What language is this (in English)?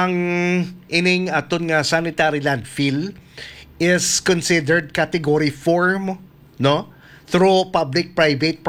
Hiligaynon